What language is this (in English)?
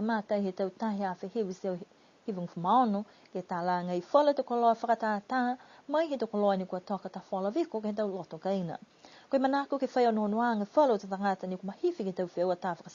Niuean